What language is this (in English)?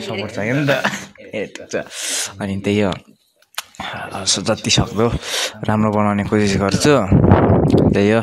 Nepali